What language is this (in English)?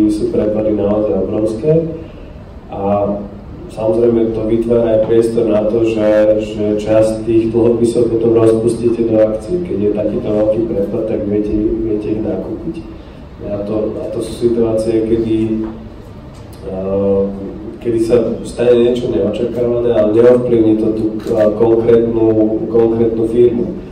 Slovak